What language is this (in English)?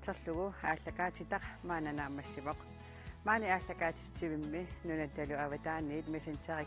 Kalaallisut